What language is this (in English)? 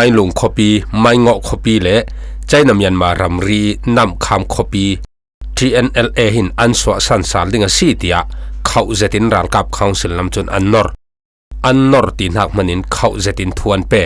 Falam Chin